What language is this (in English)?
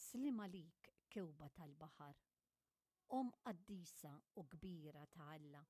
Maltese